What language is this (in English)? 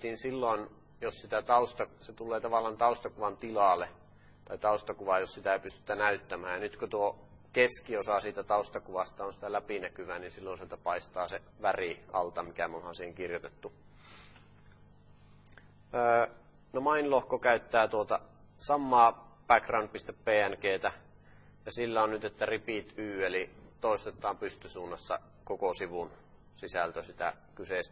Finnish